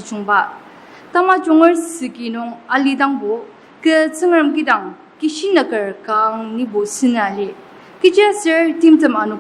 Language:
Ao Naga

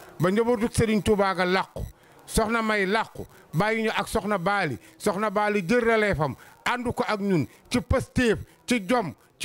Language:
Wolof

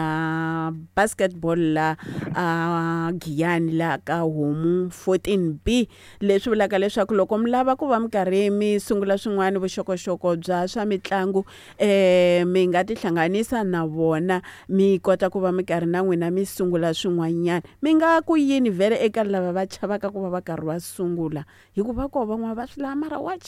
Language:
Tsonga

